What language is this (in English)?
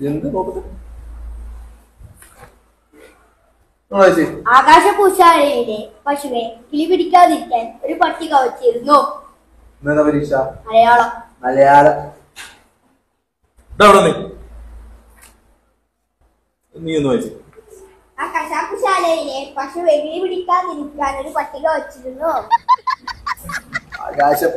Malayalam